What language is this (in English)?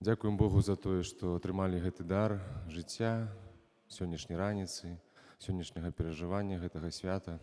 Belarusian